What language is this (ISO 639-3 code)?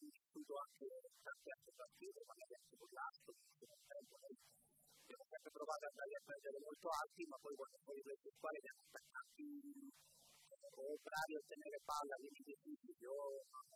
ita